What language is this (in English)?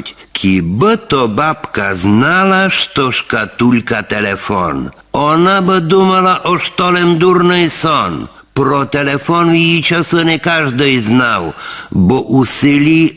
Rusyn